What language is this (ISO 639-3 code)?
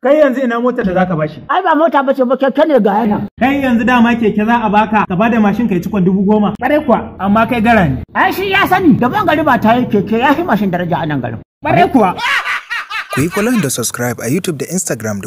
hau